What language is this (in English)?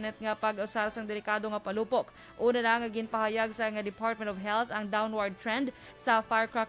Hiligaynon